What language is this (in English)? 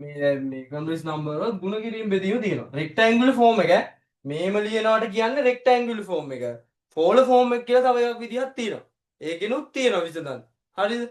Sinhala